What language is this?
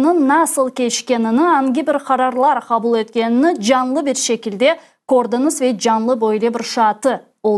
Crimean Tatar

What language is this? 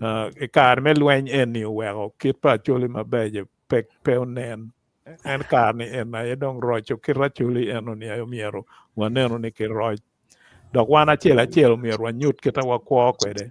Acoli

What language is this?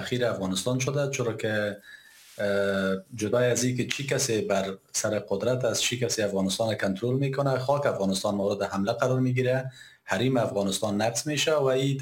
Persian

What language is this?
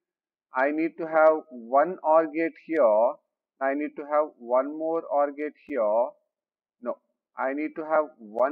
English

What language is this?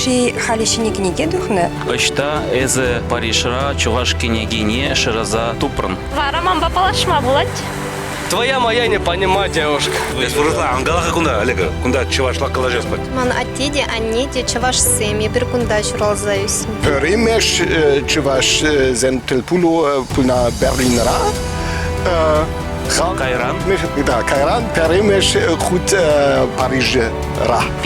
Chuvash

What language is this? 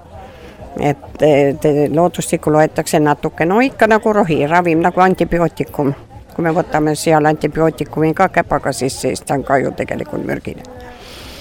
Estonian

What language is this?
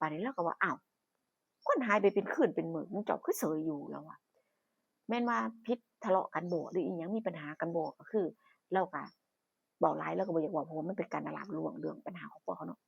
Northeastern Thai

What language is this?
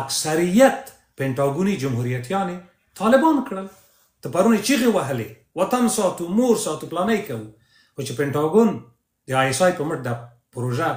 Pashto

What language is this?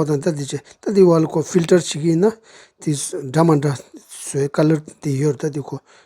Tibetan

